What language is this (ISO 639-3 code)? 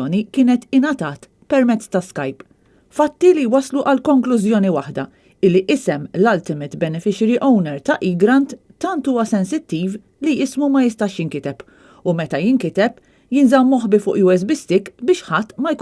mlt